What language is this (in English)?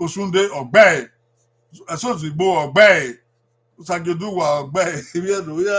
Bini